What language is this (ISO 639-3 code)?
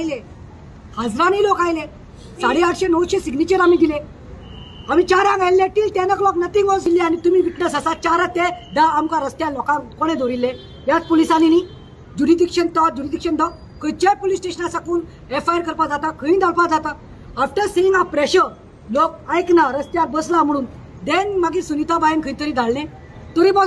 kok